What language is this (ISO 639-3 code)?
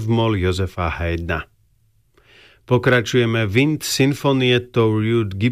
slk